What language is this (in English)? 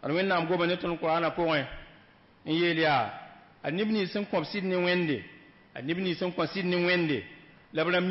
Mossi